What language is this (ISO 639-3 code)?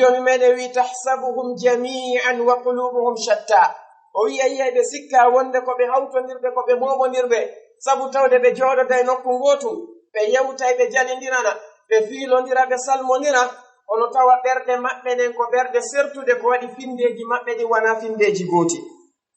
ful